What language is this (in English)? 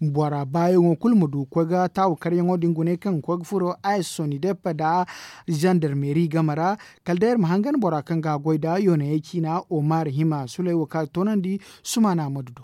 Zarma